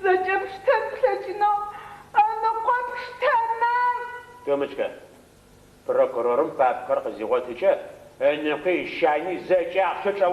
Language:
Adyghe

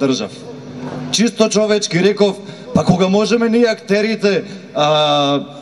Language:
Macedonian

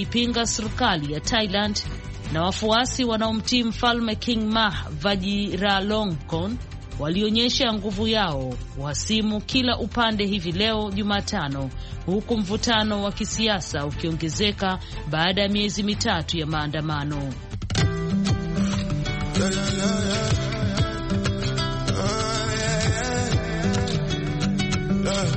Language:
Swahili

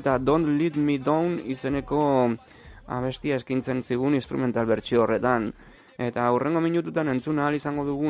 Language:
Basque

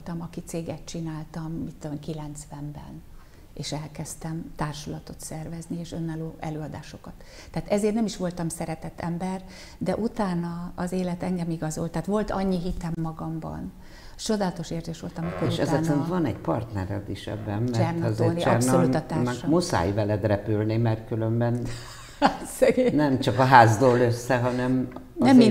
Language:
Hungarian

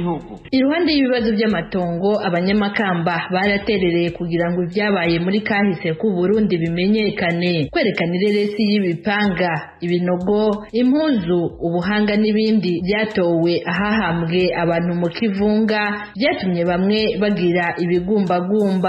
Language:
Rundi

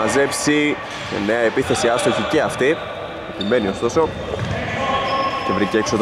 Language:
Greek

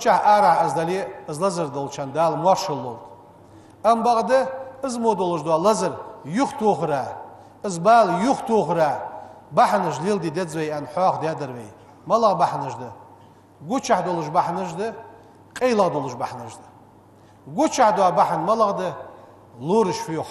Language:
Ingush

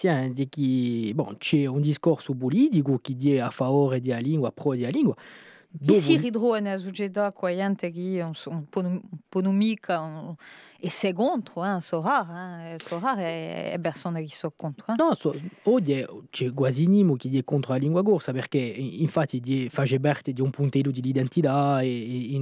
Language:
Corsican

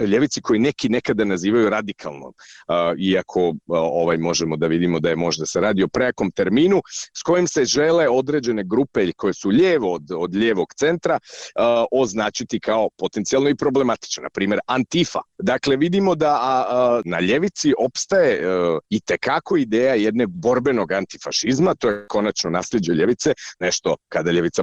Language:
Bosnian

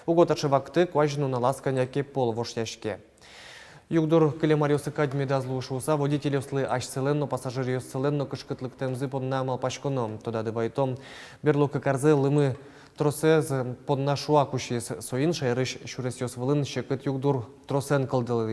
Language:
Udmurt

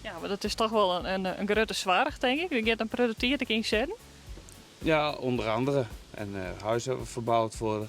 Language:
Western Frisian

